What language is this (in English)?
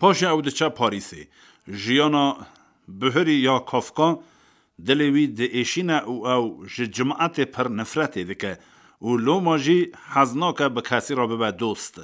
Kurdish